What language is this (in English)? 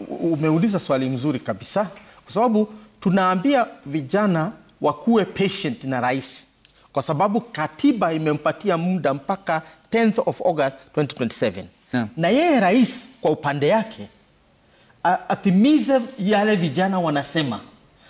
Swahili